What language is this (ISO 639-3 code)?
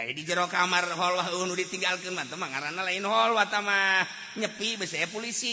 sun